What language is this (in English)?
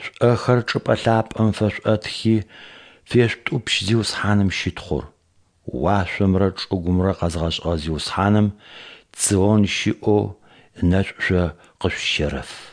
Adyghe